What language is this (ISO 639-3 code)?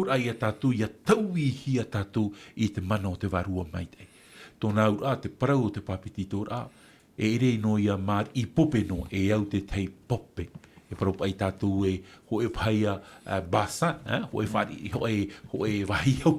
tah